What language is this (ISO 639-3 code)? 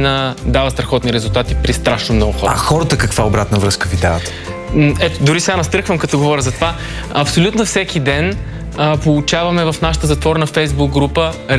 bul